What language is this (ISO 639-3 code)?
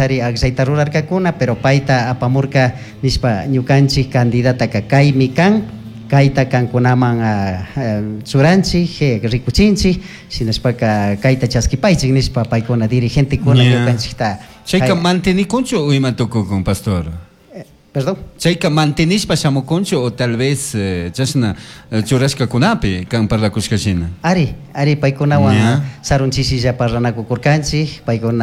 qug